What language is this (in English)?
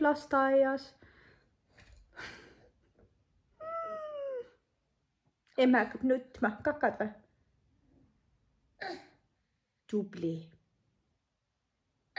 Estonian